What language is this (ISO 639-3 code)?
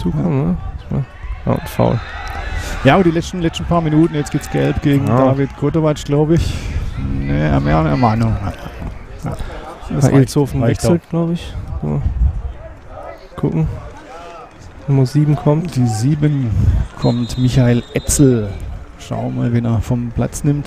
deu